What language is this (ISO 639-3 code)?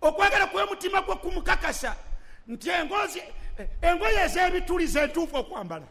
lug